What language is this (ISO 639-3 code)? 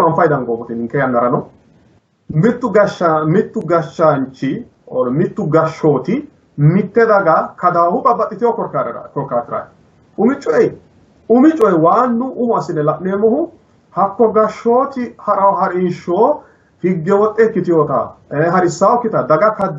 sid